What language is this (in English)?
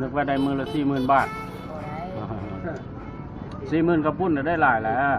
Lao